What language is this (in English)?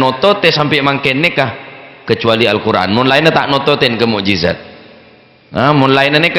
Madurese